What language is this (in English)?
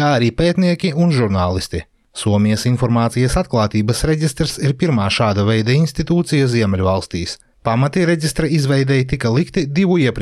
Latvian